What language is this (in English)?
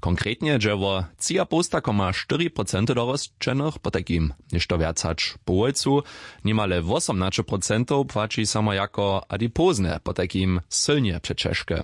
Upper Sorbian